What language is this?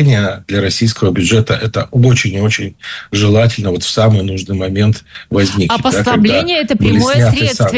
Russian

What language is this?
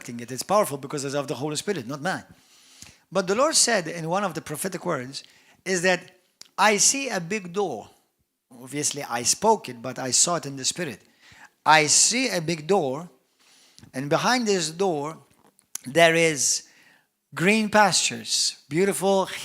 English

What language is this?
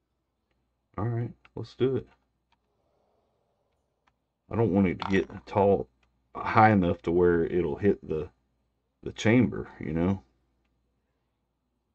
English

